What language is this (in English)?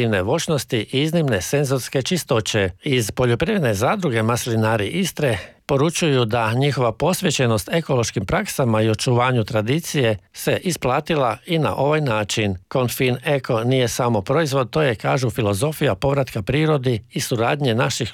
Croatian